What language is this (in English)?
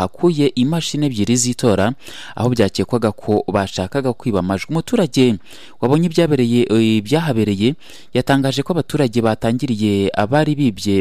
Kinyarwanda